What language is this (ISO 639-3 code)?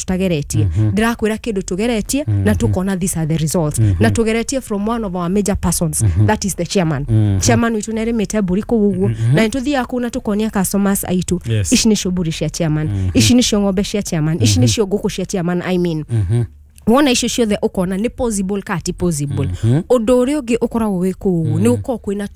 kik